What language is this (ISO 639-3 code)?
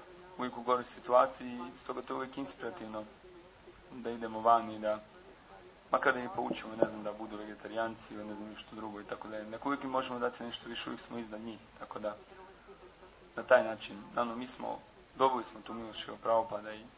hrv